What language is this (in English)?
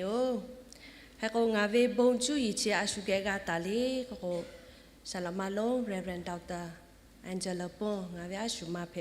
Lahu